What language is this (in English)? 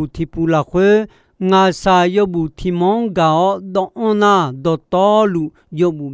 Akha